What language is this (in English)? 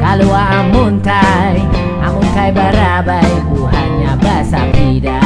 Banjar